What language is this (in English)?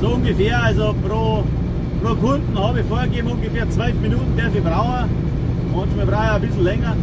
Bavarian